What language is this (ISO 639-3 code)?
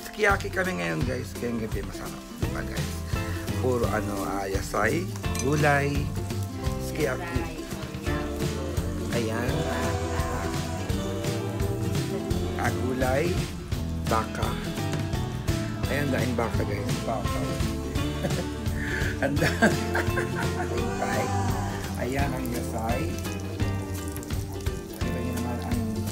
fil